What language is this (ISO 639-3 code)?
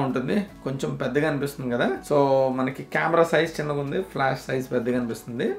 tel